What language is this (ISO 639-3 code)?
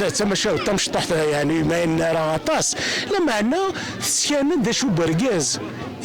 kab